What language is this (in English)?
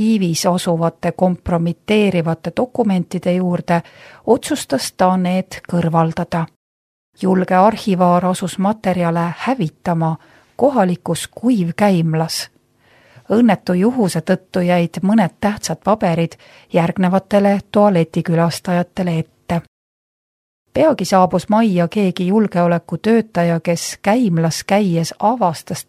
Estonian